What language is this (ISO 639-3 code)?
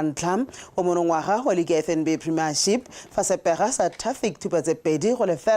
tsn